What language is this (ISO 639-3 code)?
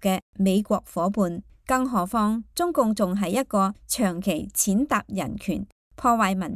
yue